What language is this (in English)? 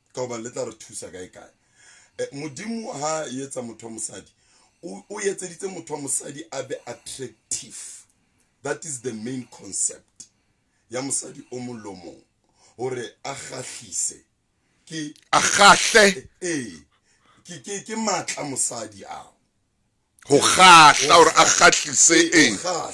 Southern Sotho